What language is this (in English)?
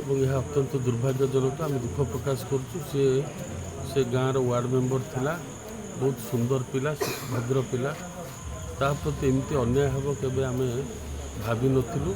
Odia